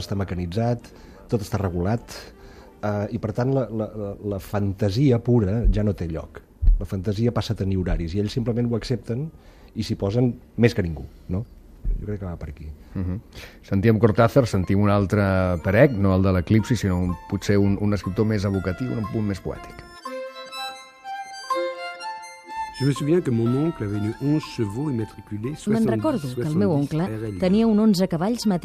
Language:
Catalan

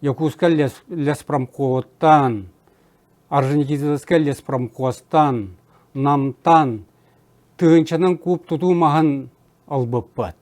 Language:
Yakut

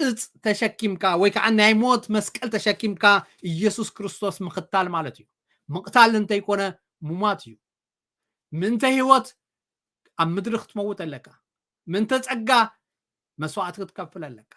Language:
Tigrinya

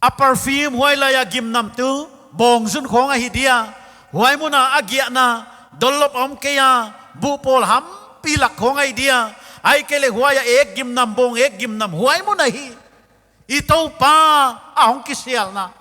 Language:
Paite Chin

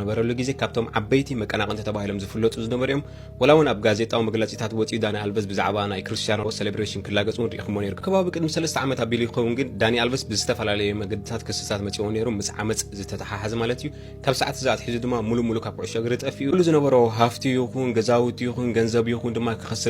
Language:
Tigrinya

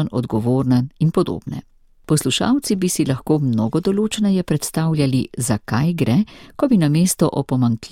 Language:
Slovenian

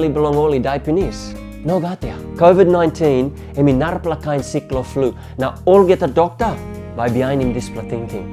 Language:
Tok Pisin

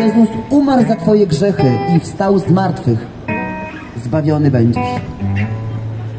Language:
Polish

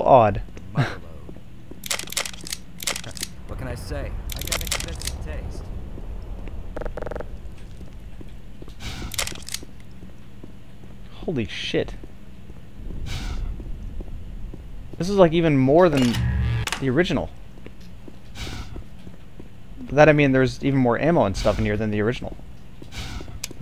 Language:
English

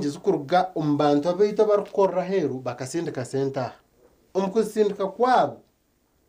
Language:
Nyankole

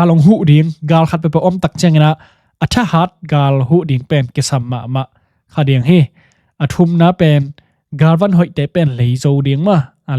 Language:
Tedim Chin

